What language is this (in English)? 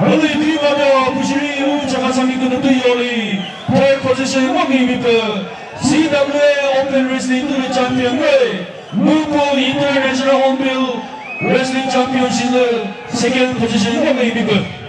Chokri Naga